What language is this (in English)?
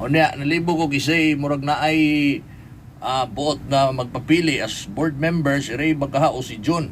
Cebuano